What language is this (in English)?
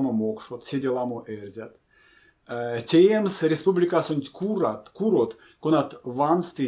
Erzya